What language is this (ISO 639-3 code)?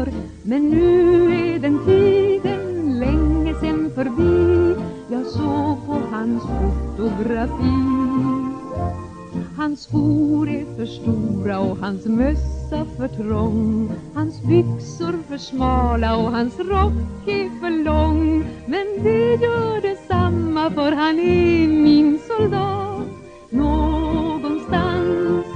swe